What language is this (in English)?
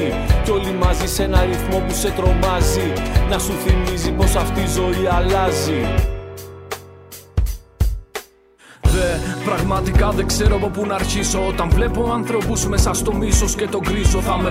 Greek